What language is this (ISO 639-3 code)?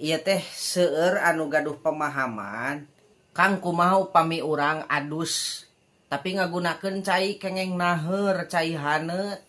sun